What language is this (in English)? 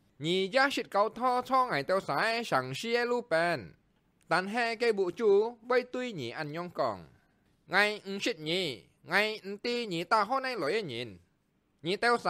Hakka Chinese